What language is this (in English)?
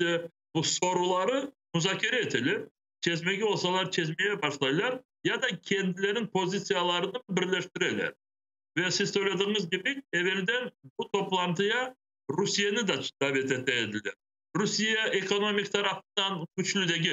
Crimean Tatar